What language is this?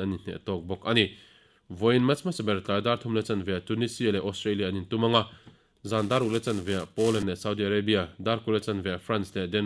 Mizo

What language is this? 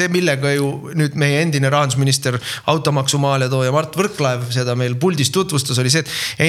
Estonian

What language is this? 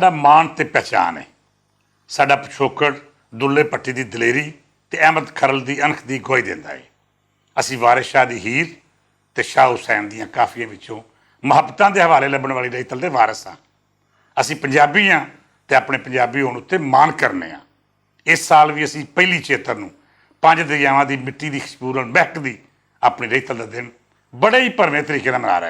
Western Panjabi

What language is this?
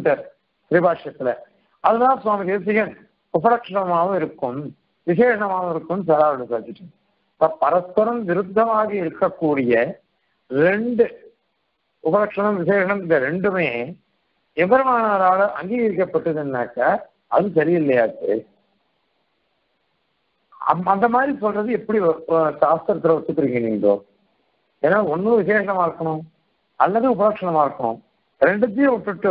Tamil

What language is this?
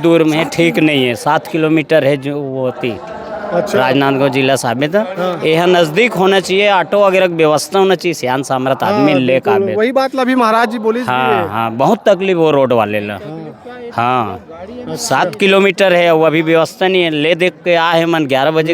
Chhattisgarhi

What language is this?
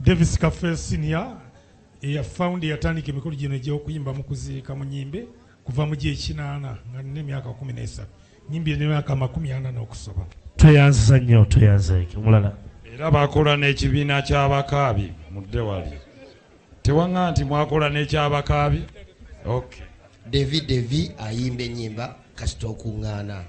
Ganda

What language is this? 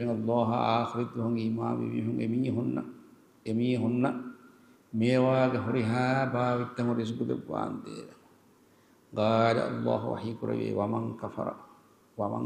Divehi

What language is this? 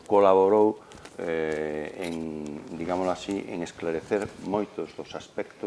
Galician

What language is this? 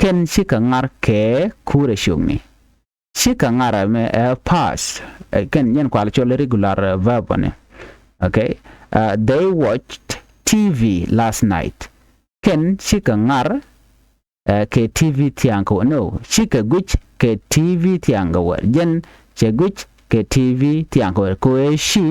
Nuer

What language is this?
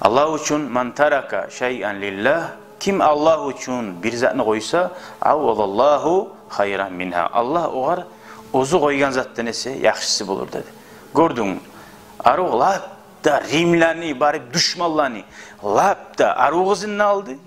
Kumyk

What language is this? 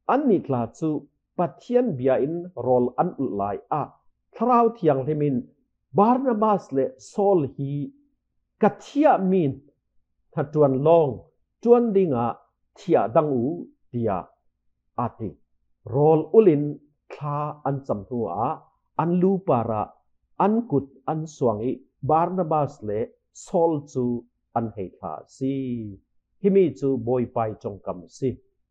Falam Chin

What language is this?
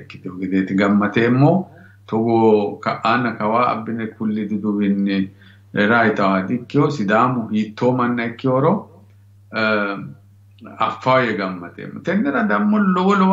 Sidamo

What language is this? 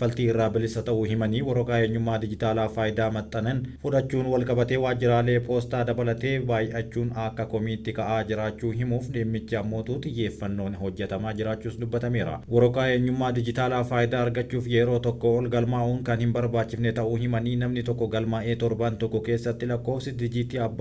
Oromo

